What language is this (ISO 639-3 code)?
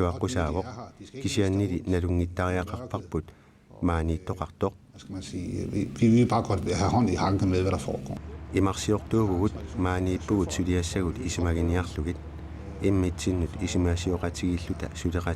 kal